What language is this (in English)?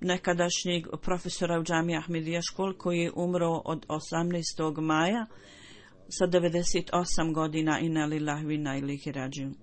Bosnian